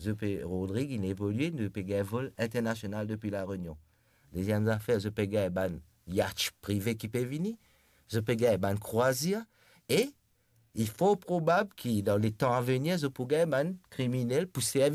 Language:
Morisyen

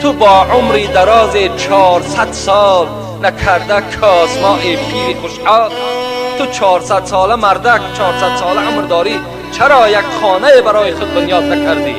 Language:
Tajik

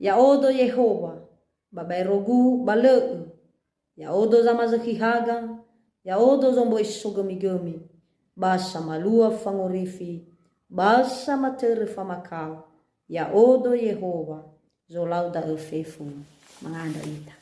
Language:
Nias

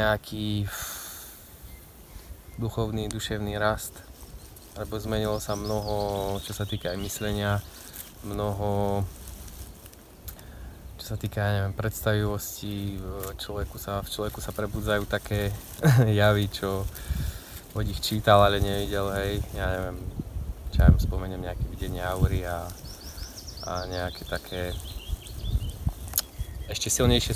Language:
Slovak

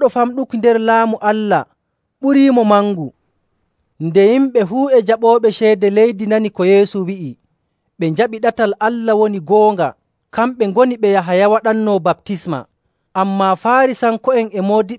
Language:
Nigerian Fulfulde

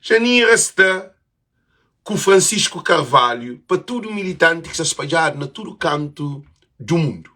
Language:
Kabuverdianu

